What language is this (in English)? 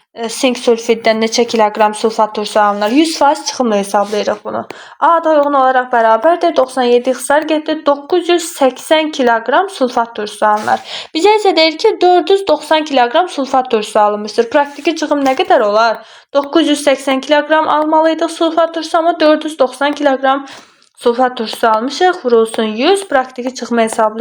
Azerbaijani